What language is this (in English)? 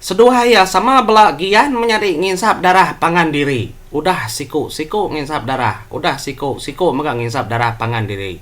Iban